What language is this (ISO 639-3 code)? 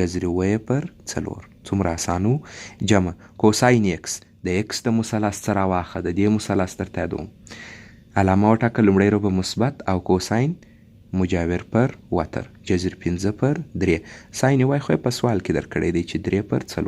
pus